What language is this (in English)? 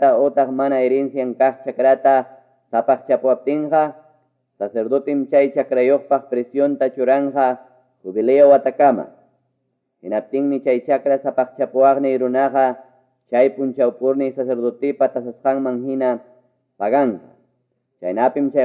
Ayacucho Quechua